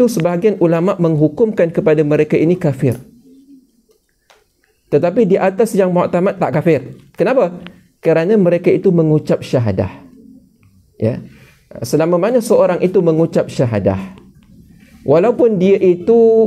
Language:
Malay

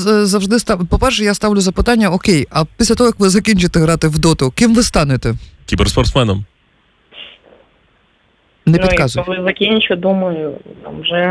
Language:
Ukrainian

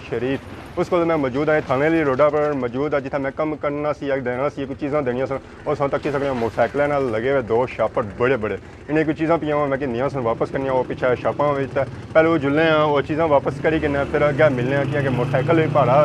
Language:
Pahari-Potwari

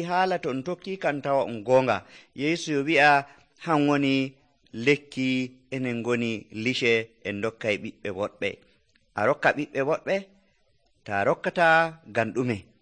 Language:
Nigerian Fulfulde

